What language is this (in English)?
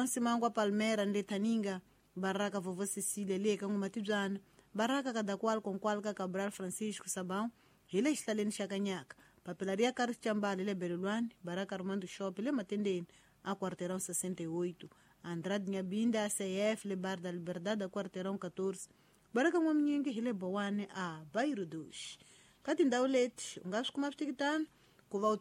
Tsonga